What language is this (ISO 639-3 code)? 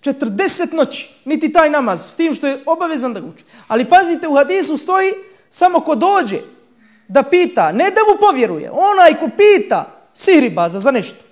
bos